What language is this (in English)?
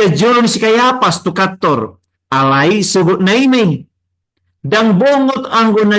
Batak Toba